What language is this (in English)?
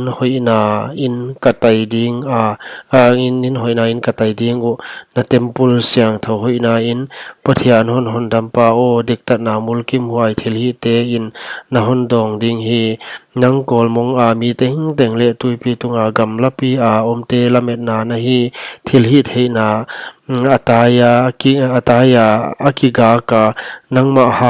Paite Chin